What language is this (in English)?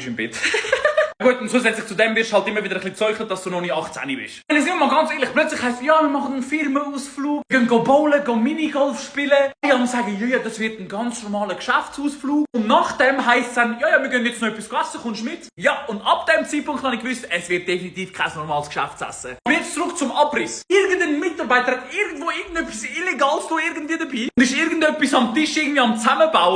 Swiss German